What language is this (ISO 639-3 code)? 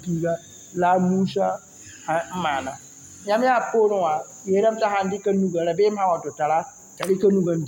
mos